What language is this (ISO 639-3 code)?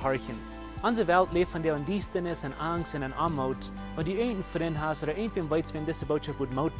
pdt